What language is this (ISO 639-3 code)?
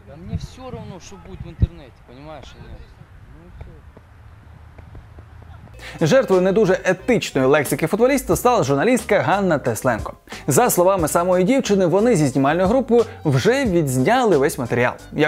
ukr